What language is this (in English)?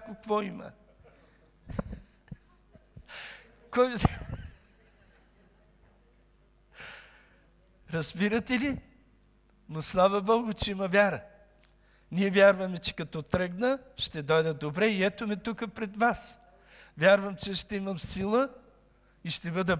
Bulgarian